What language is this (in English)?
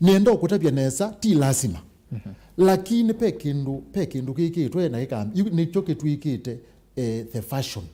Kamba